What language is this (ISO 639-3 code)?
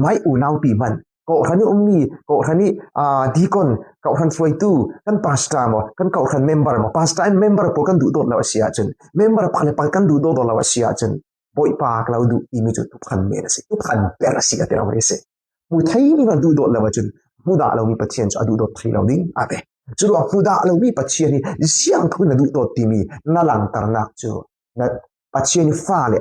cfm